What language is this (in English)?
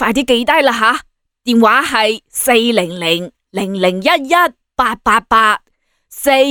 Cantonese